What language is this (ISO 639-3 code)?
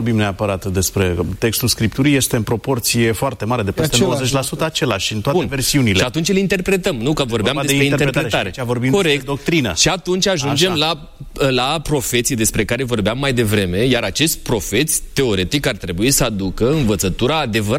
ron